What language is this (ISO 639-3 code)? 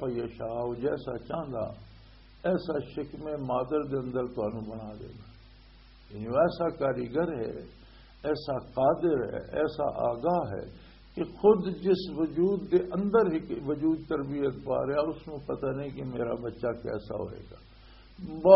lah